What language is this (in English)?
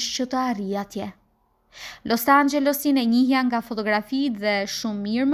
Albanian